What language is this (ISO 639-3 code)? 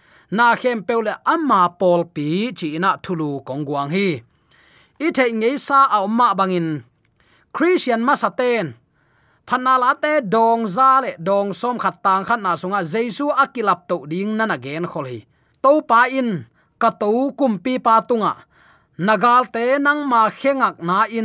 ctd